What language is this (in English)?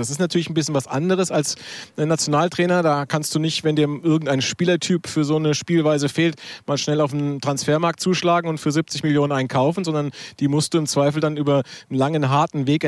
German